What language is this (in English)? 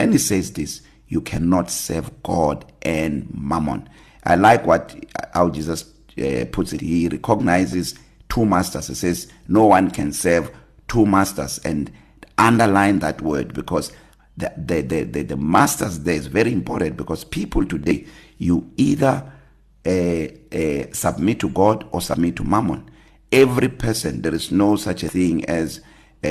English